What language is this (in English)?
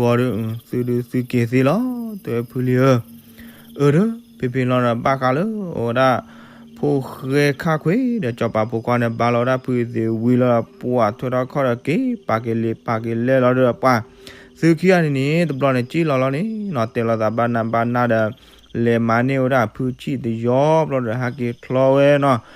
S'gaw Karen